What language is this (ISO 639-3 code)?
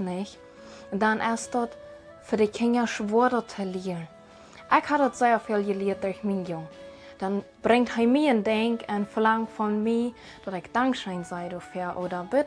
pdt